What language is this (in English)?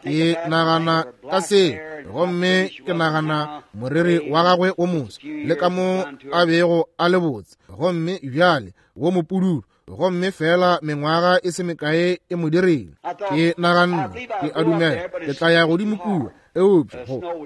Northern Sotho